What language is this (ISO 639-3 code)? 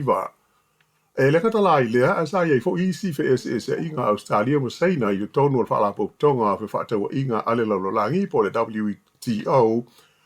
smo